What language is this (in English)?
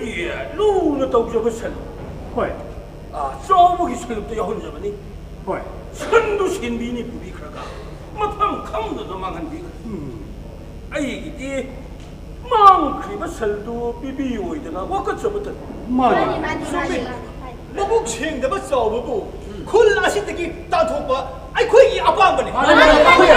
Manipuri